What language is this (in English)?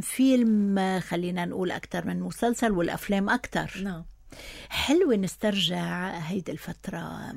North Levantine Arabic